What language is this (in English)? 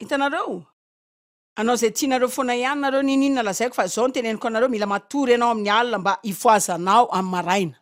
Malagasy